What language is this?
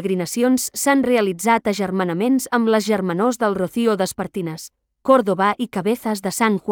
Catalan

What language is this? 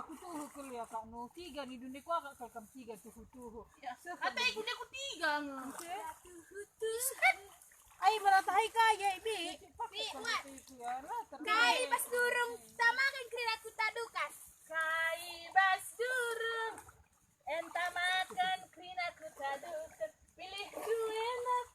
Batak Karo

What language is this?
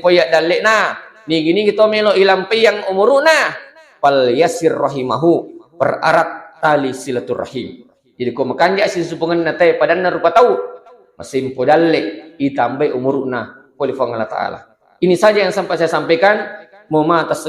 Buginese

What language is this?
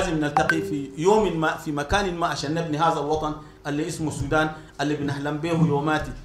Sudanese Arabic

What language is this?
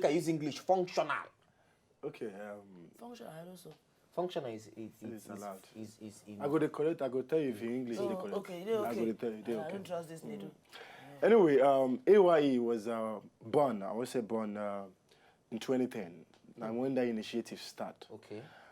Nigerian Pidgin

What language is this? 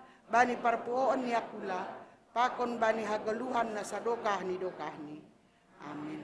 Batak Simalungun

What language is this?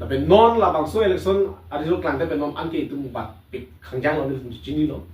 Karbi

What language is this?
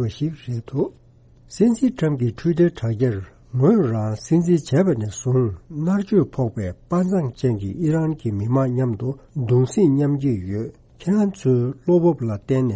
Tibetan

